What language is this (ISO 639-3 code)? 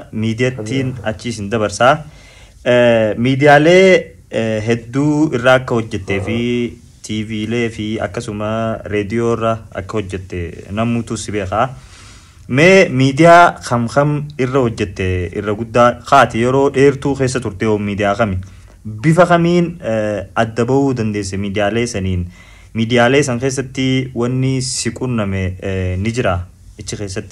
orm